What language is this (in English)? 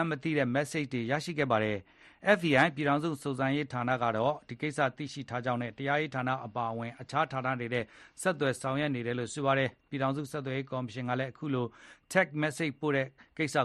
Burmese